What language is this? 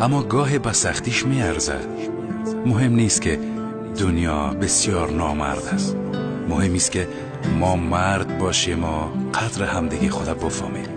Tajik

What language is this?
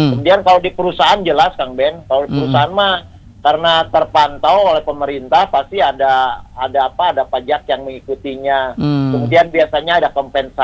Indonesian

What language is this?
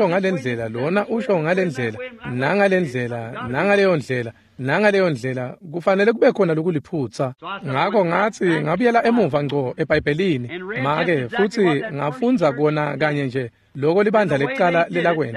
Swati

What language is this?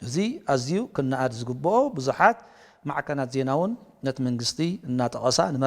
Tigrinya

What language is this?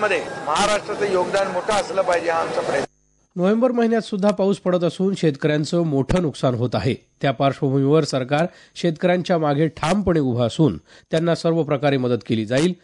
Marathi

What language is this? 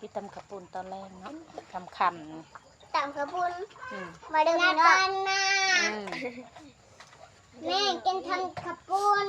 Lao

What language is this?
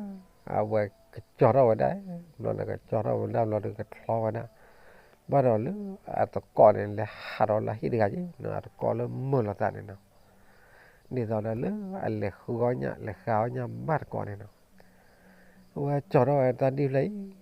S'gaw Karen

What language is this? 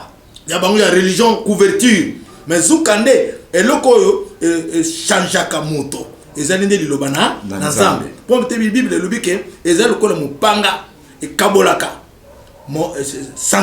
Lingala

